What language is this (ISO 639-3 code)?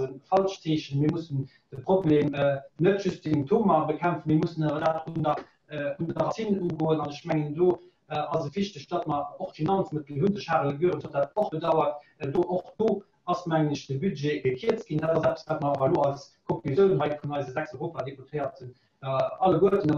ltz